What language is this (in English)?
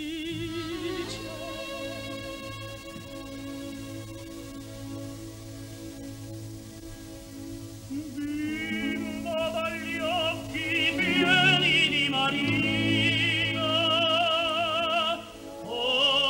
Italian